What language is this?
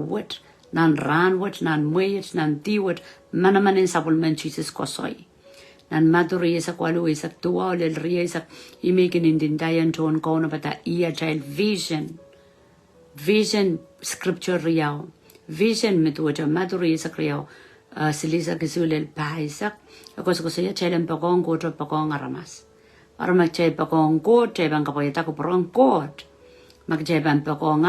Pohnpeian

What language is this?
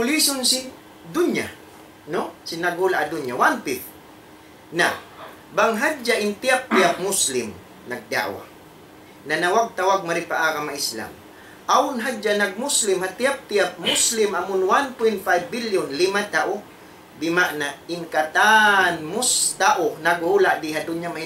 Tausug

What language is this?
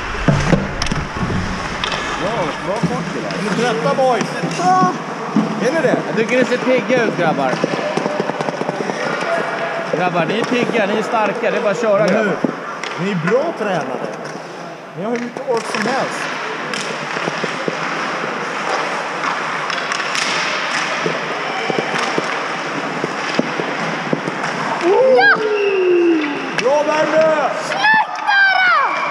Swedish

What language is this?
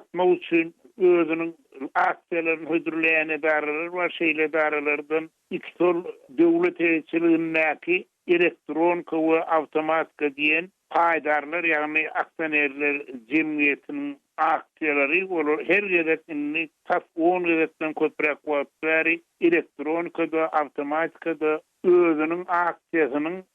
Turkmen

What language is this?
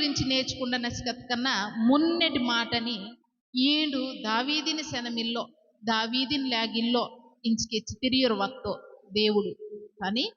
Koya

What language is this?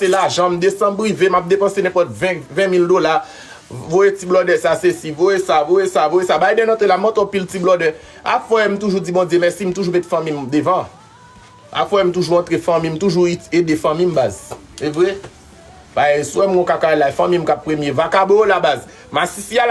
Haitian Creole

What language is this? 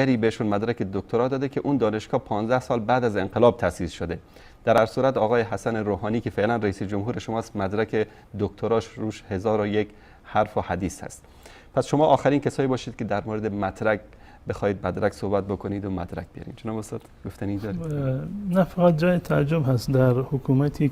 Persian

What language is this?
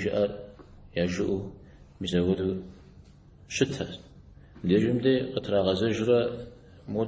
Kabardian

